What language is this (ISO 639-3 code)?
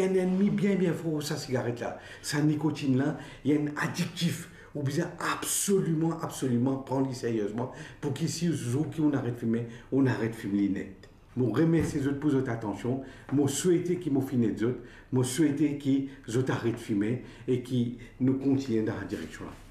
mfe